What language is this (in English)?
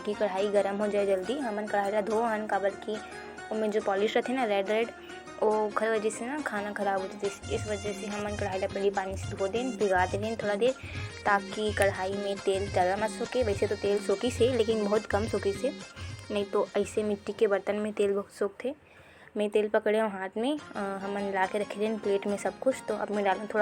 Chhattisgarhi